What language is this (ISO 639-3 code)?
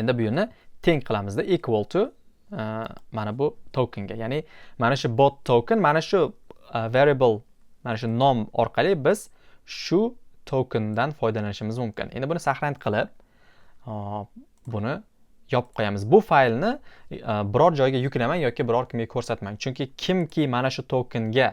uzb